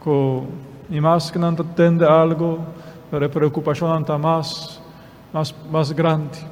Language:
Papiamento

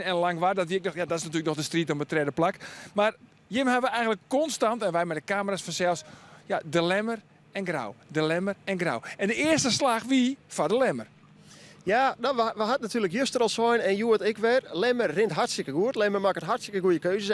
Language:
Western Frisian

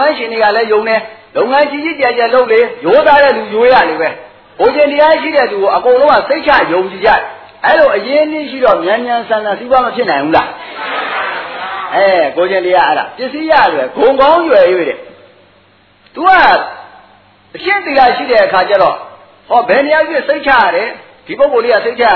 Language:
Burmese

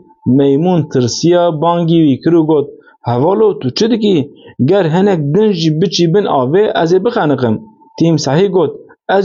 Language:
Kurdish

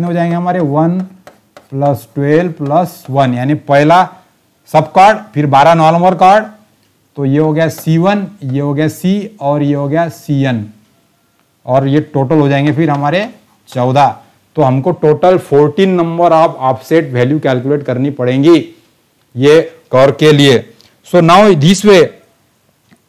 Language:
Hindi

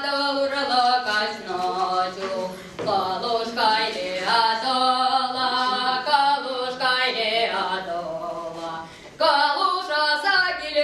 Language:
Chuvash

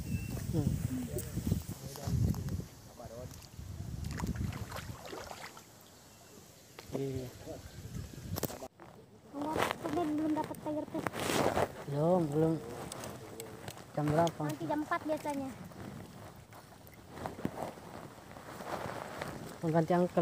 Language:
Indonesian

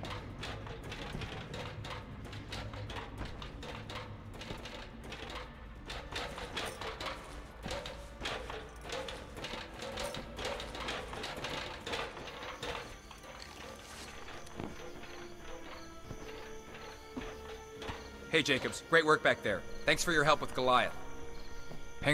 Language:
English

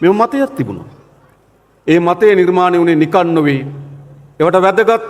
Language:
Sinhala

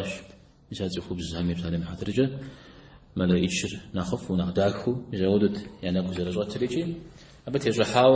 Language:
Kabardian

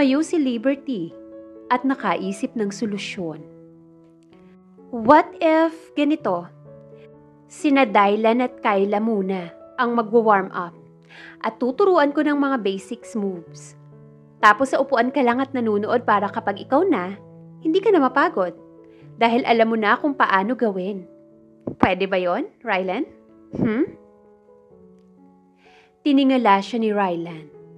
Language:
Filipino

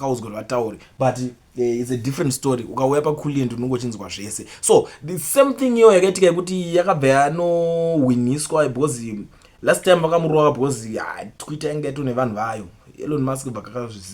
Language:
Shona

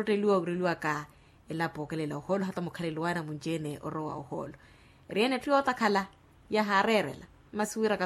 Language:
Makhuwa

